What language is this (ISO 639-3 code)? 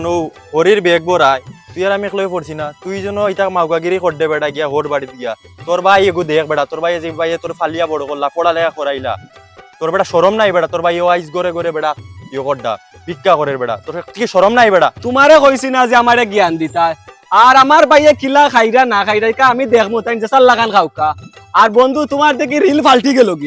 syl